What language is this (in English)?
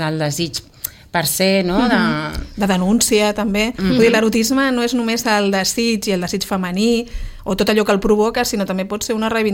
Catalan